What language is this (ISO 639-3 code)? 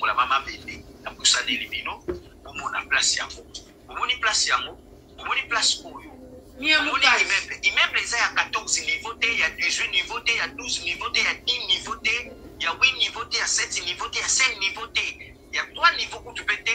lin